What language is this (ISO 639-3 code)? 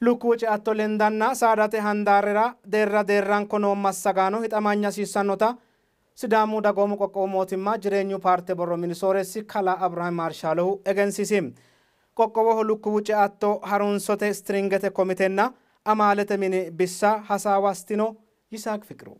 sid